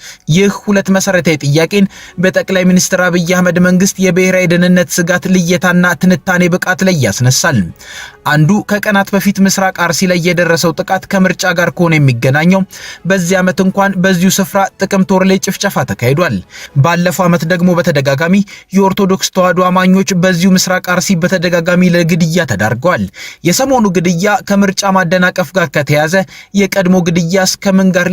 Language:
Amharic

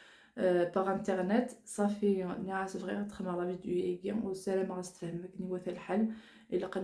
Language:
Kabyle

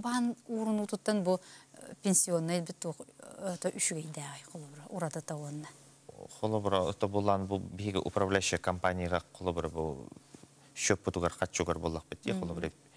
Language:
Yakut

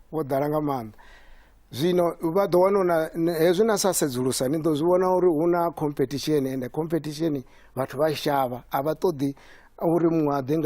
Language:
Venda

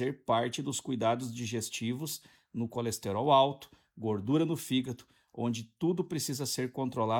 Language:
Portuguese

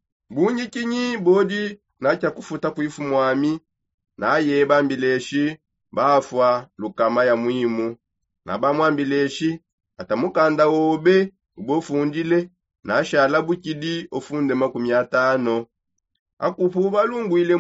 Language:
Songe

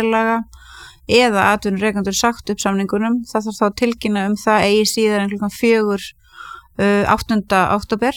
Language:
Icelandic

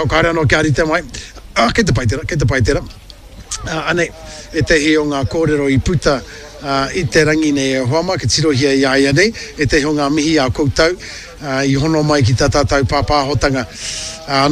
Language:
Māori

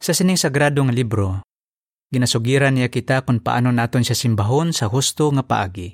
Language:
Hiligaynon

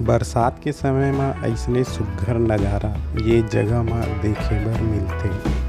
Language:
Chhattisgarhi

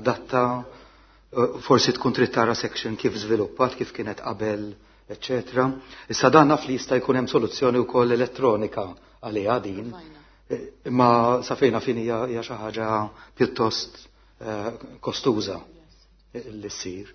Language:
Maltese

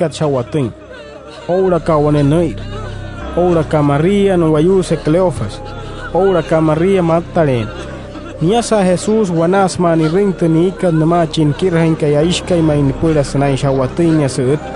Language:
Wayuu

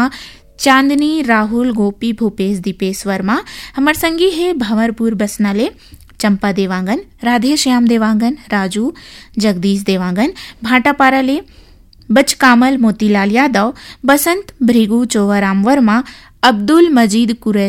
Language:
Chhattisgarhi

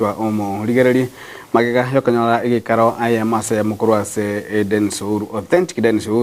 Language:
Gusii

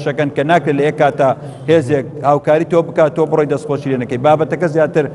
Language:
Central Kurdish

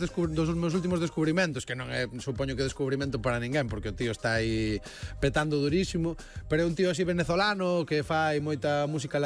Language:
Galician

